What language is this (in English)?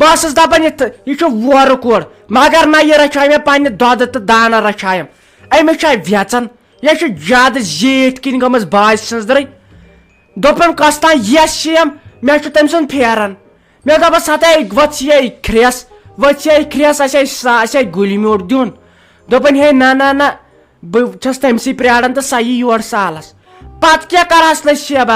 Kashmiri